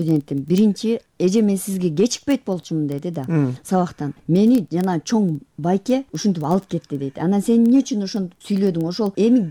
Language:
Kyrgyz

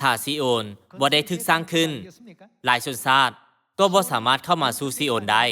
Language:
Lao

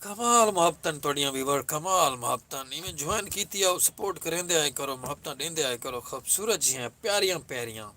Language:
Saraiki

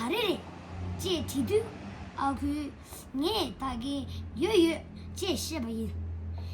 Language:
Tibetan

